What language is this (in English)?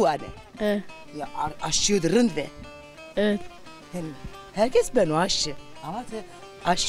Zaza